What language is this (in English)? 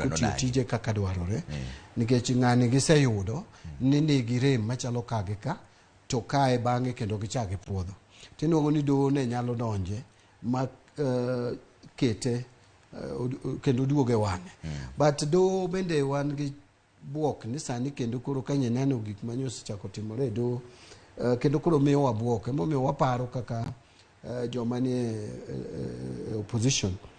Luo (Kenya and Tanzania)